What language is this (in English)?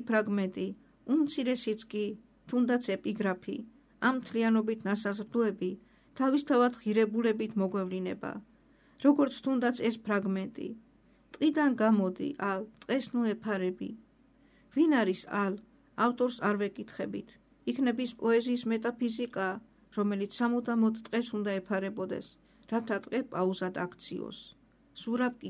Georgian